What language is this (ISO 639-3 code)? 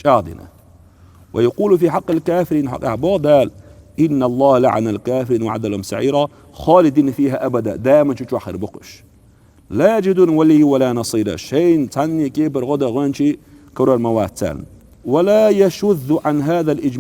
che